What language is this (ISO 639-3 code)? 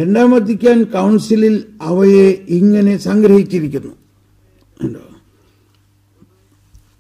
mal